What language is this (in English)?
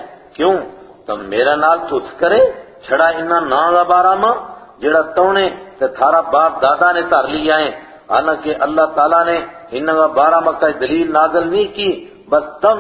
Gujari